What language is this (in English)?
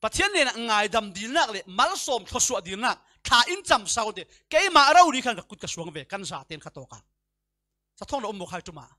Falam Chin